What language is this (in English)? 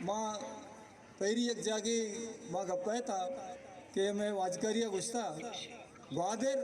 Baluchi